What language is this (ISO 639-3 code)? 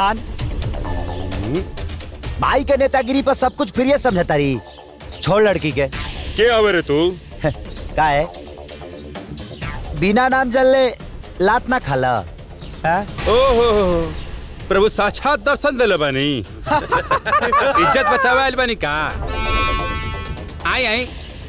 bho